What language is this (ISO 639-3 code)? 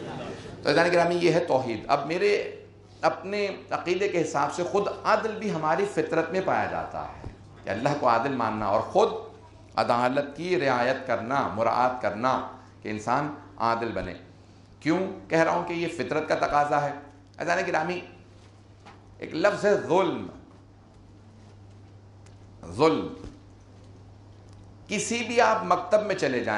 urd